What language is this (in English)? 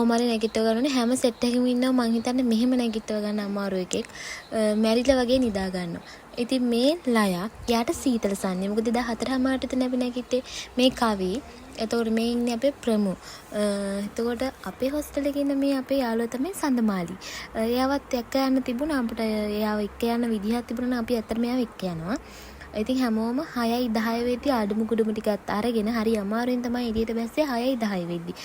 Sinhala